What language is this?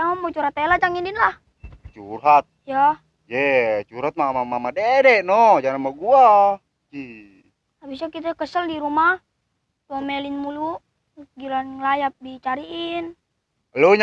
Betawi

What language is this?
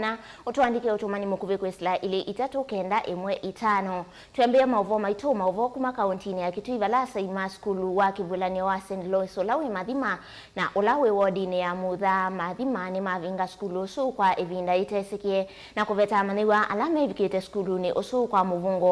Kamba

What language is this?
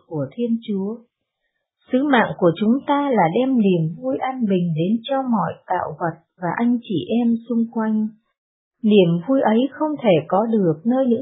Vietnamese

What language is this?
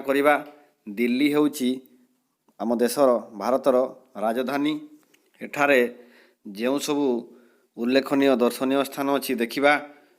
Odia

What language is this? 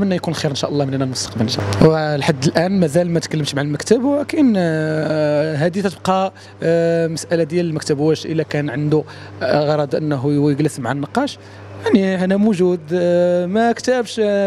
Moroccan Arabic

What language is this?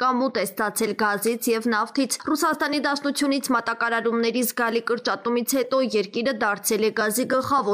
Armenian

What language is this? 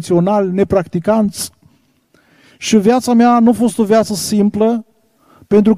Romanian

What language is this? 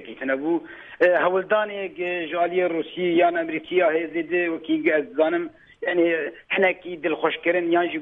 Kurdish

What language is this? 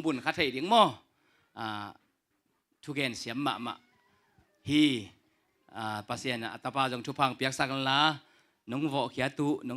Tedim Chin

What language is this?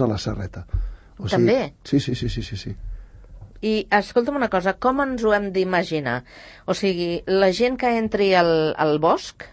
Catalan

